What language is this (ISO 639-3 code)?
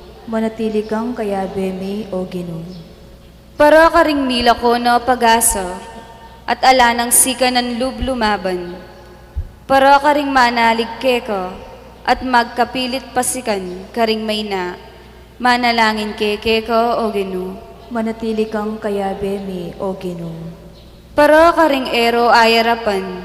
pam